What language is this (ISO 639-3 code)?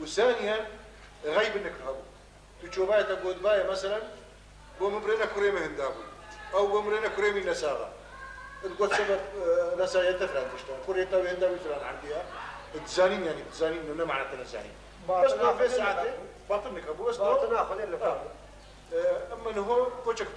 kur